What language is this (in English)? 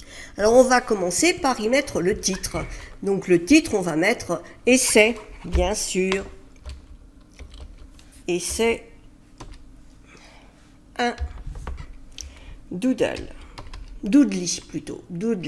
French